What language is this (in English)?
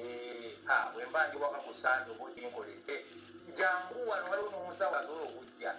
Ganda